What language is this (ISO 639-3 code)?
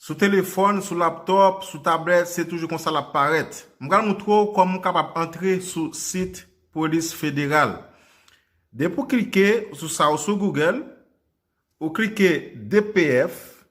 hat